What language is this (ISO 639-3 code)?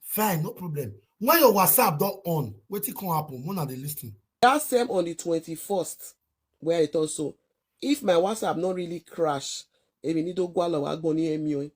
pcm